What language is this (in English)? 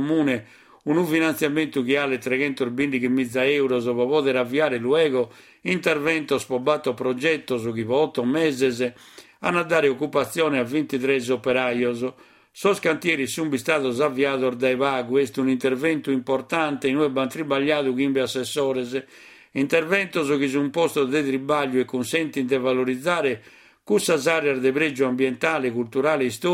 Sardinian